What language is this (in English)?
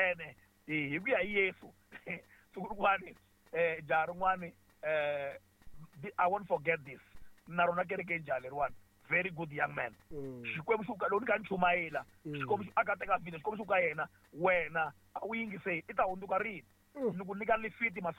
Tsonga